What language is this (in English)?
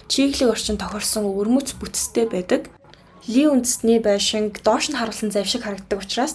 Mongolian